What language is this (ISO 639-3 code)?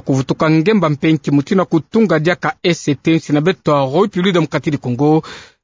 ktu